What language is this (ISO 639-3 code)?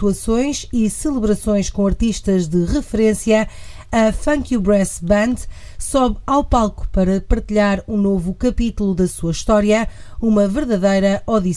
por